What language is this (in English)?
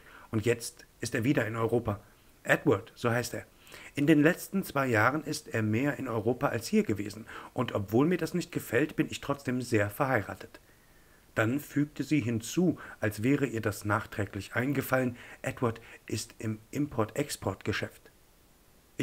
German